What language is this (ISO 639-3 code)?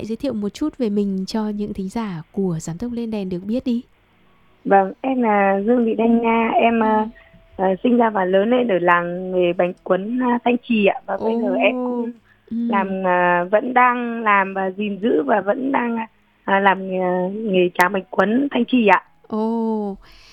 vie